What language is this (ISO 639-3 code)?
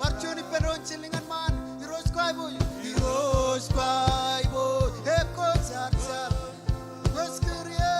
mah